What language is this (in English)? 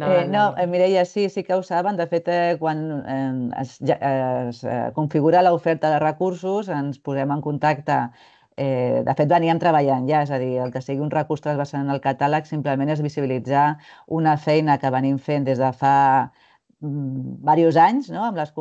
Catalan